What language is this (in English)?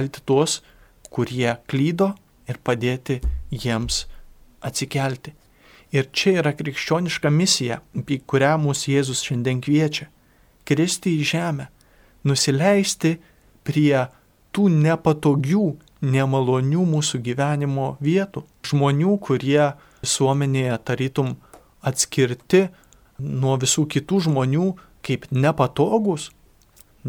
Lithuanian